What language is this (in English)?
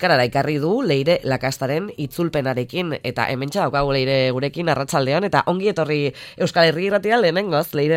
Basque